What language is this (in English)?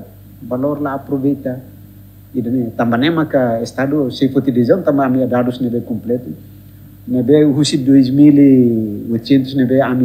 Tetum